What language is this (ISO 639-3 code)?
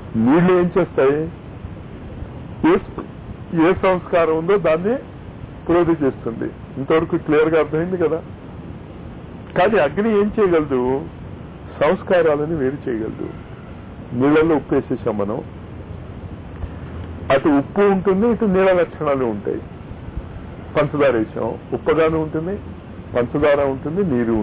tel